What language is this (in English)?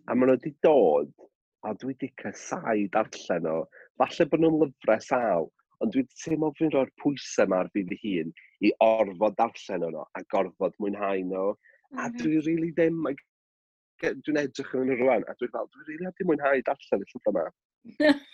Welsh